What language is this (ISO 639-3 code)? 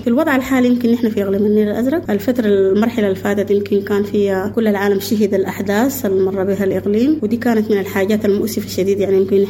apd